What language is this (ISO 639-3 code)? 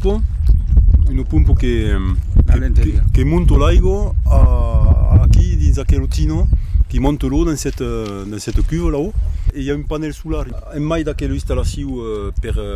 oci